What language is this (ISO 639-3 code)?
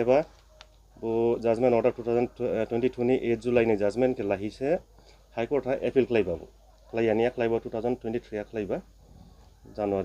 dis